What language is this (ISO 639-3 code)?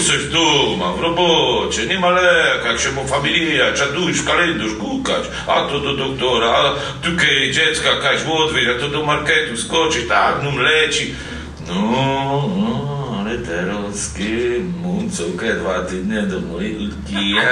szl